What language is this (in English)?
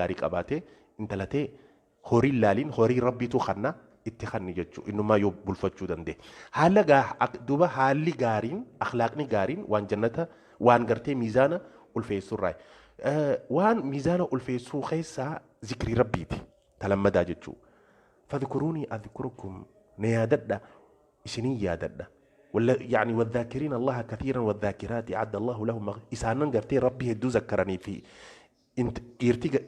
Oromo